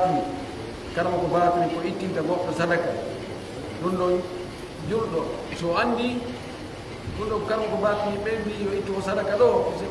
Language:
Pular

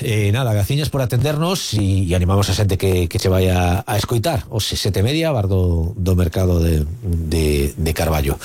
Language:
Galician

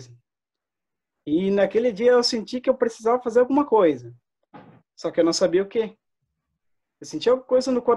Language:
Portuguese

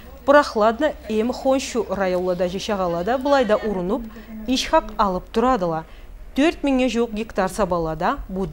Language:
Karachay-Balkar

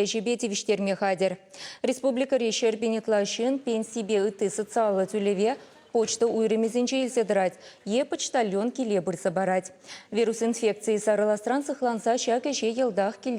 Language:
Chuvash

